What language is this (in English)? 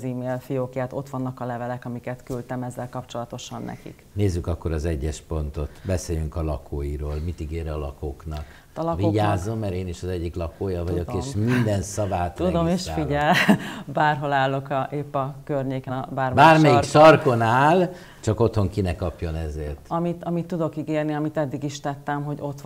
Hungarian